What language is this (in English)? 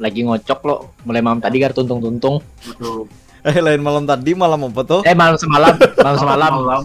Banjar